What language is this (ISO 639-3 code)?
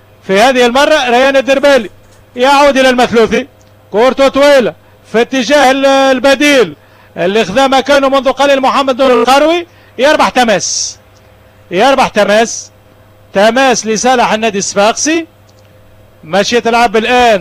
aeb